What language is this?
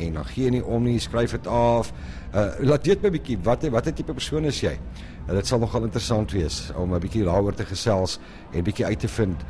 Afrikaans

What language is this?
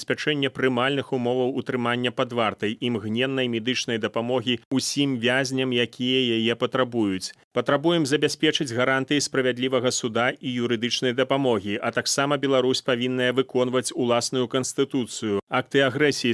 Belarusian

